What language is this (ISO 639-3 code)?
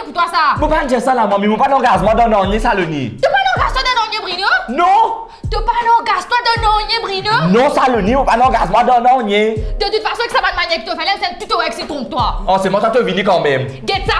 mfe